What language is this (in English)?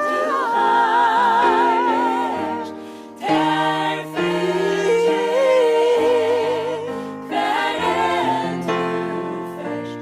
Faroese